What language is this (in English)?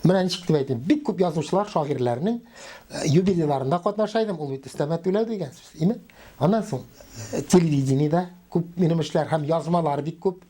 Tatar